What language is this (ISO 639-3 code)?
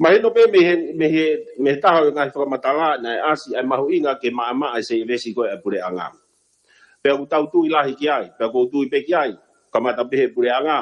ton